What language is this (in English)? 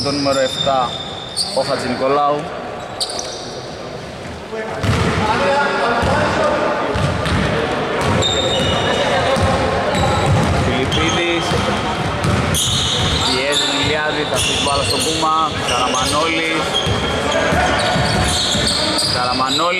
Greek